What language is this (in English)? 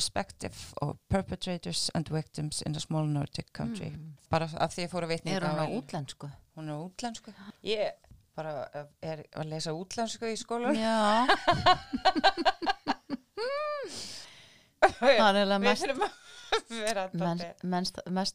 Icelandic